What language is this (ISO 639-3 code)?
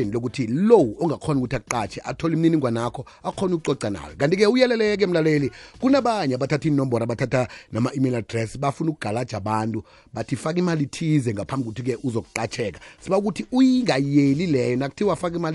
nbl